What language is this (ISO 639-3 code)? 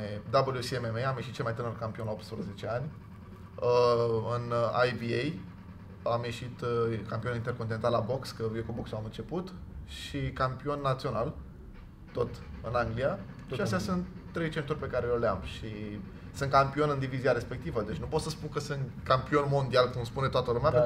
ron